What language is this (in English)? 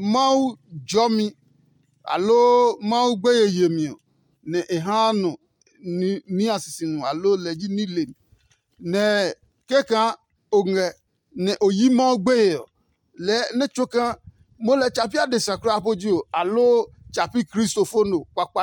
Adangme